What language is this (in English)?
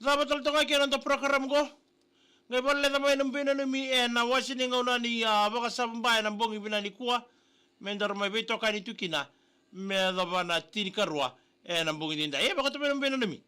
Fijian